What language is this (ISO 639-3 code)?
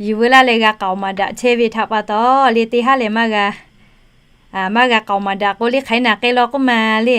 lhu